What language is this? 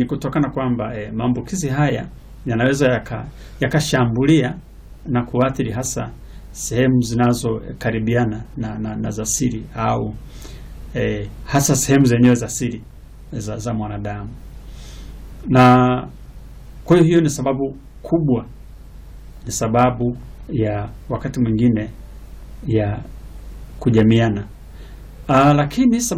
Swahili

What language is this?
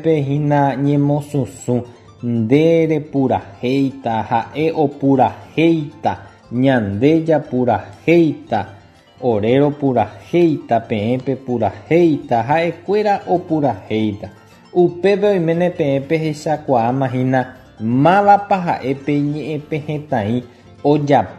Guarani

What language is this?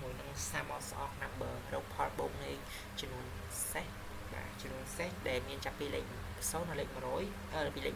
Khmer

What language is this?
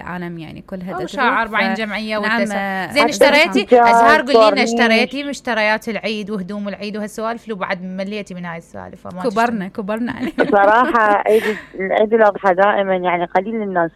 Mesopotamian Arabic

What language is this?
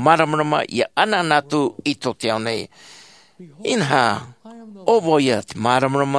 Tahitian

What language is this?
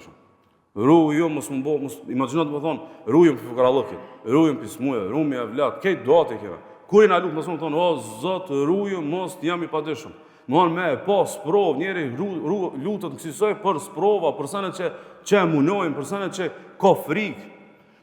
Albanian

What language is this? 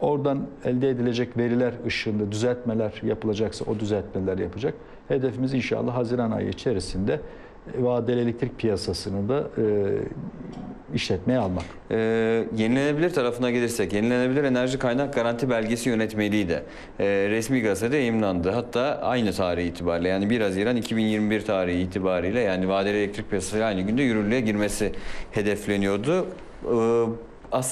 Turkish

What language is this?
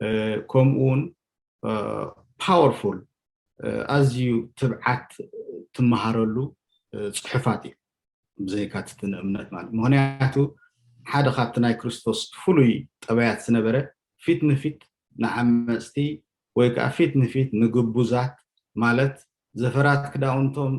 Tigrinya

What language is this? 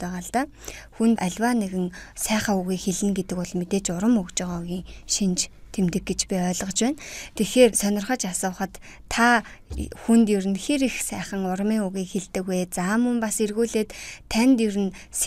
Mongolian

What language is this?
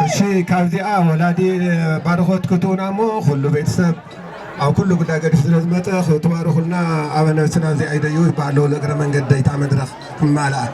Tigrinya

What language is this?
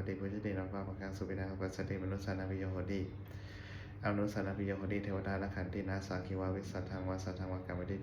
Pali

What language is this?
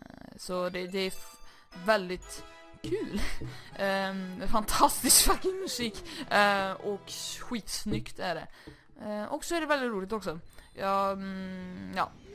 Swedish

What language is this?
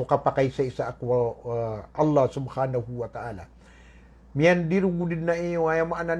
Maranao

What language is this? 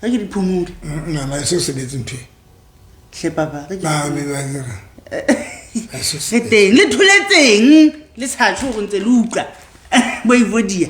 Southern Sotho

